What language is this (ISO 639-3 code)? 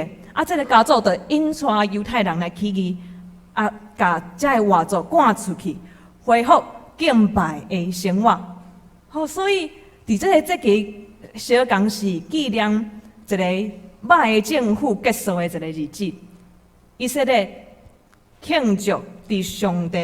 nan